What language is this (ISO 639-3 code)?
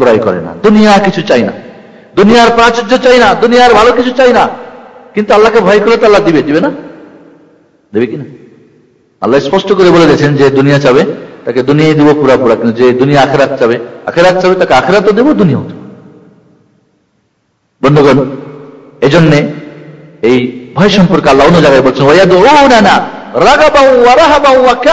ben